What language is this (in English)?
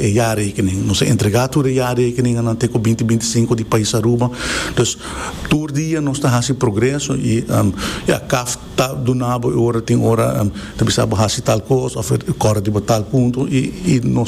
Papiamento